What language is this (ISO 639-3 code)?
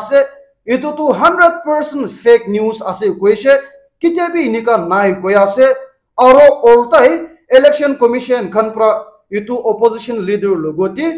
nag